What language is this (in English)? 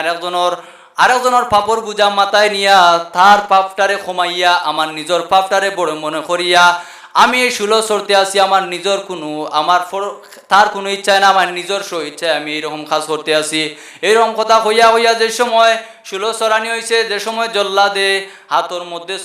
Sylheti